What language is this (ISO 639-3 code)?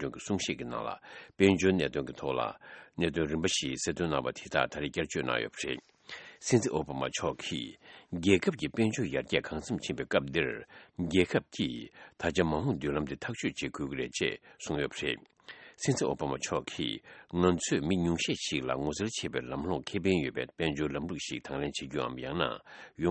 bod